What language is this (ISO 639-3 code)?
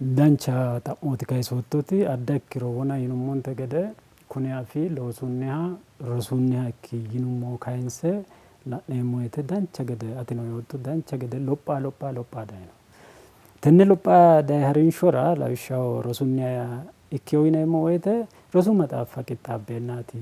sid